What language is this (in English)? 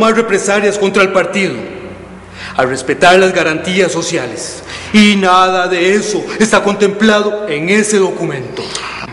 Spanish